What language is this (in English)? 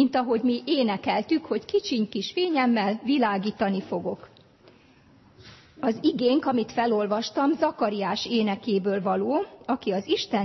Hungarian